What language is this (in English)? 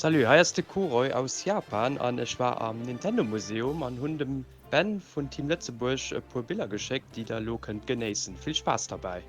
Luxembourgish